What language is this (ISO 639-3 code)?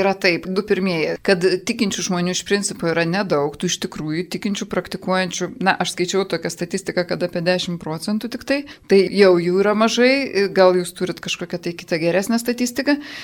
lit